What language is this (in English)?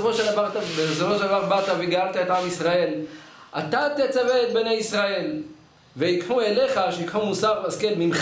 Hebrew